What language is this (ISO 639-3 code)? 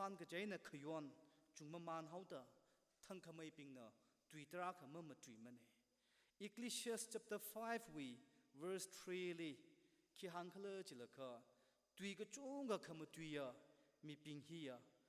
nmf